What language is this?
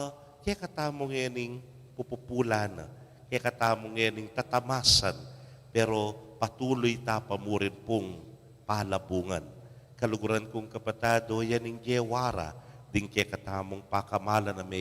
Pampanga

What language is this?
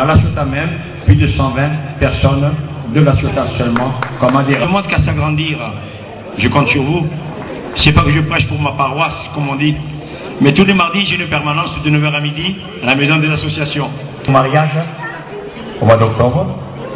French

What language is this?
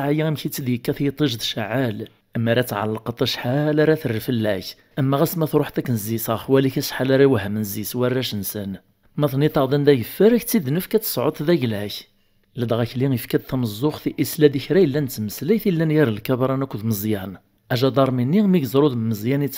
Kabyle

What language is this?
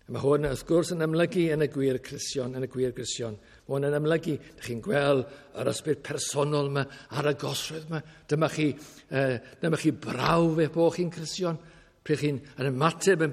Welsh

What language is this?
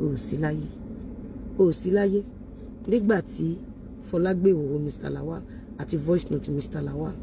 Yoruba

